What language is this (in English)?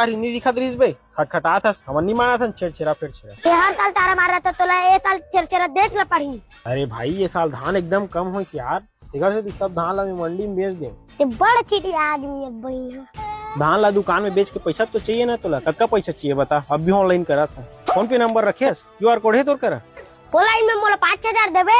Chhattisgarhi